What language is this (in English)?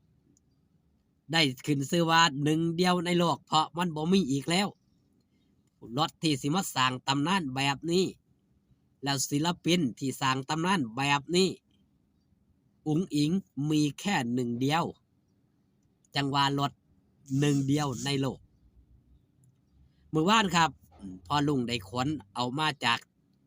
Lao